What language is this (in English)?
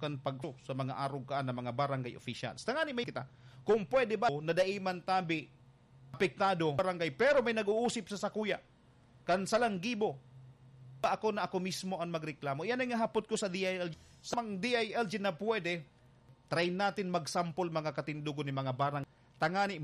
Bikol